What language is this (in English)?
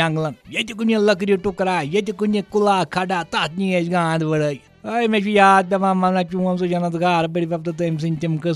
Kashmiri